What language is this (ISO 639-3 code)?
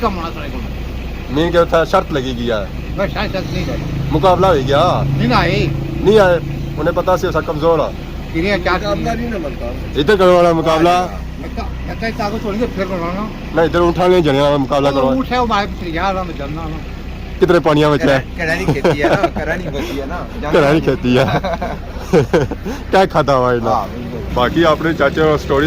phr